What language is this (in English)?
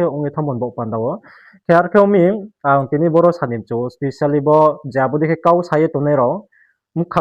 Riang (India)